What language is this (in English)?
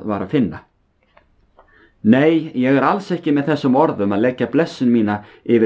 Icelandic